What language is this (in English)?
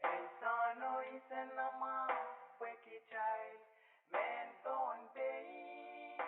Pohnpeian